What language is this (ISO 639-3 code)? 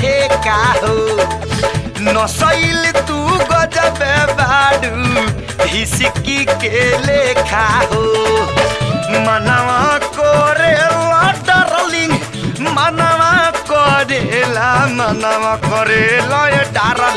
bho